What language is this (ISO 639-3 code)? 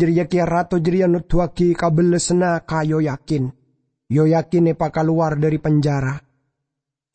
mad